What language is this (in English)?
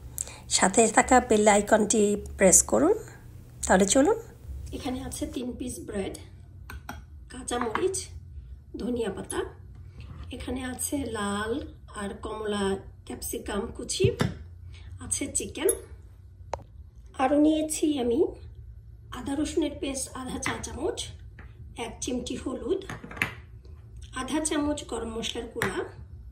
Bangla